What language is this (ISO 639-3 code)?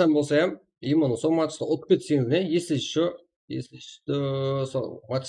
kaa